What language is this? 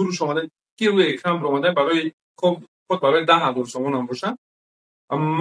Tajik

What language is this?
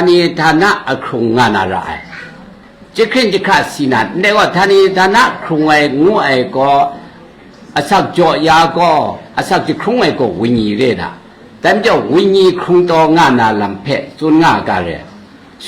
Kachin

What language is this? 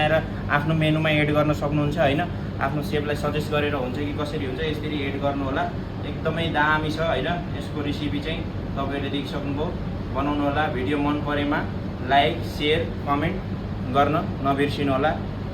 Nepali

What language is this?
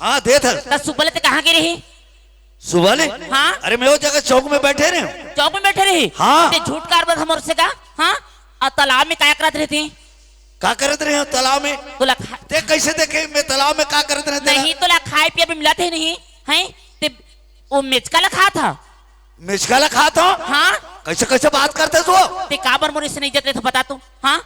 Chhattisgarhi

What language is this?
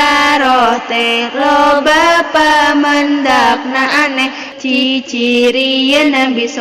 Sundanese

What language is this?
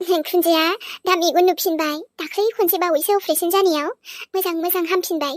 Bodo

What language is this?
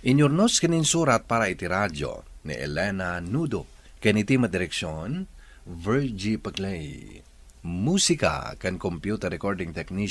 Iloko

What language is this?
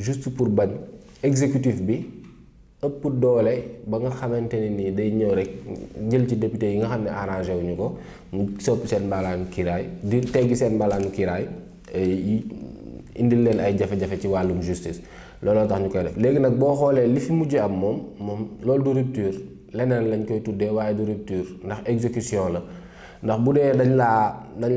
Wolof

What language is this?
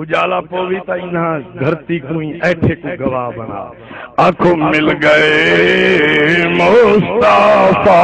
Saraiki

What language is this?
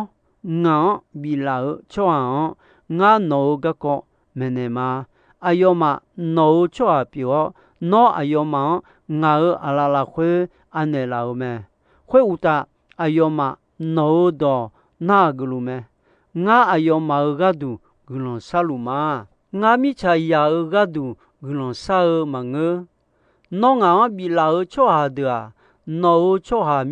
Akha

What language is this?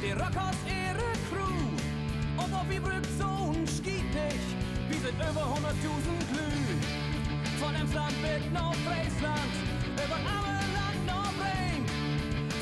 Low German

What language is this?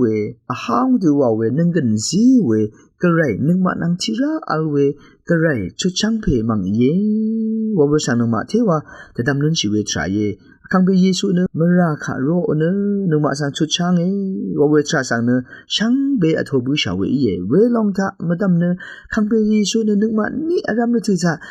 Rawang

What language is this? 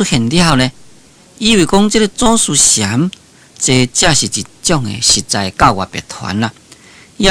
Min Nan Chinese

